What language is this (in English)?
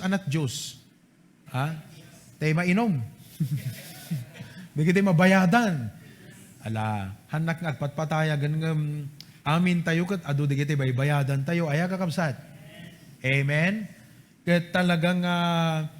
Iloko